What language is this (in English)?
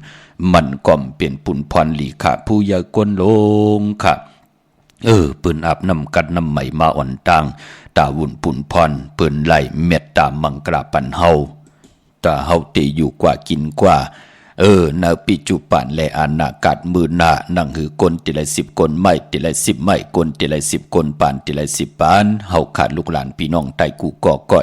Shan